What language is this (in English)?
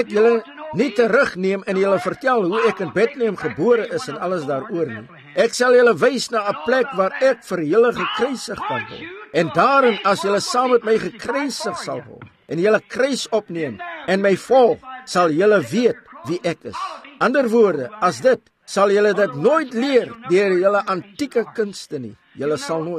Afrikaans